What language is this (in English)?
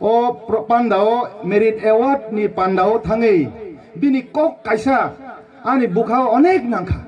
Kok Borok